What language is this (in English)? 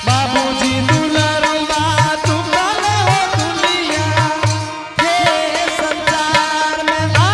Angika